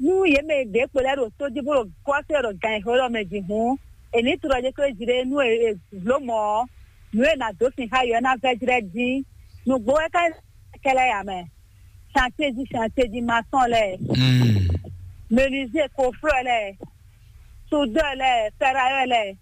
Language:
Fon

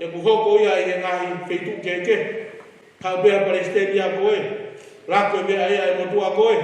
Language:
Tongan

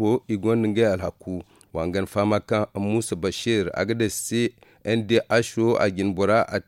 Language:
Zarma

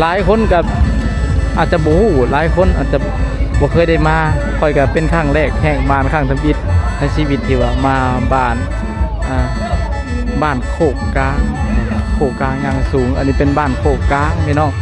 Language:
Lao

